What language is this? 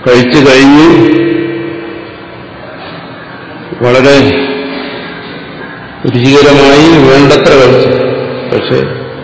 Malayalam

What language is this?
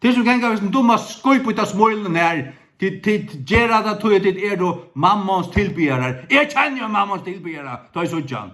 Faroese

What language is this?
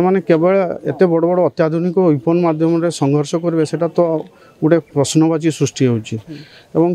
Odia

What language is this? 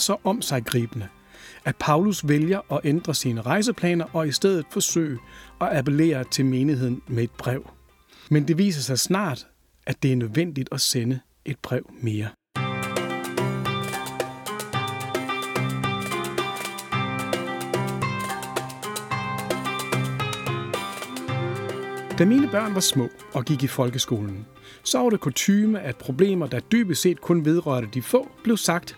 Danish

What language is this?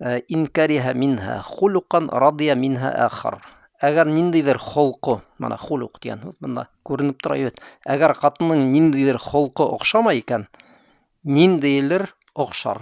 Bashkir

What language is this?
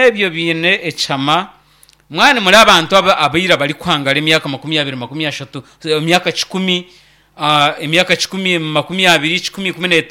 Nyankole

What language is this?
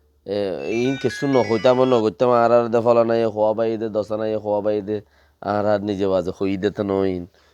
Rohingya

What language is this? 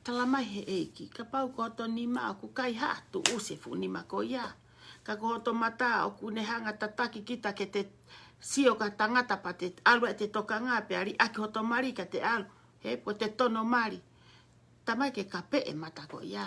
Tongan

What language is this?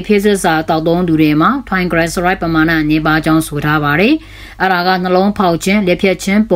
Burmese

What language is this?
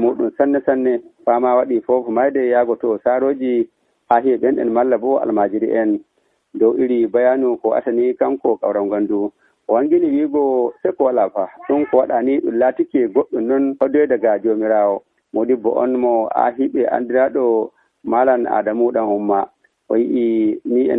Nigerian Fulfulde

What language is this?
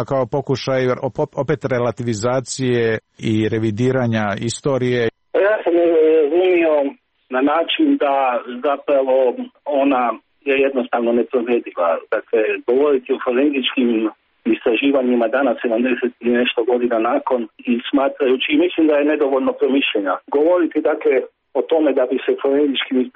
Serbian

